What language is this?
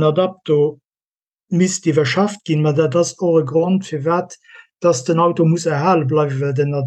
Luxembourgish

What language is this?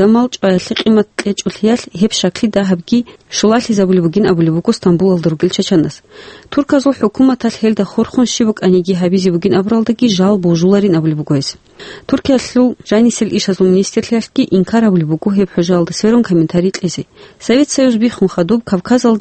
Avaric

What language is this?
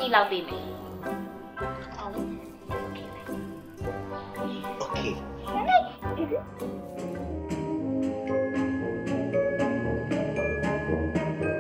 Burmese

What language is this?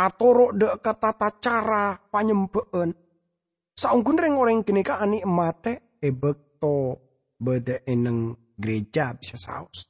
Madurese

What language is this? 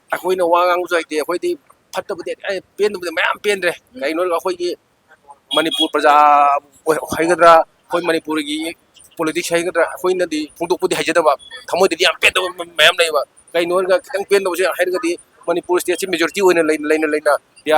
Manipuri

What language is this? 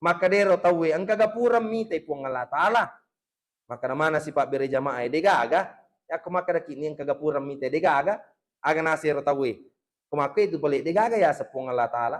Buginese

